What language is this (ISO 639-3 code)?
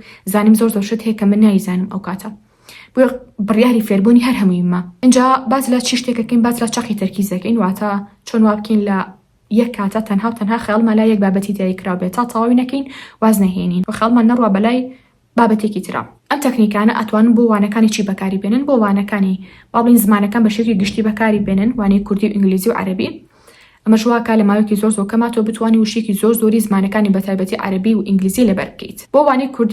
ckb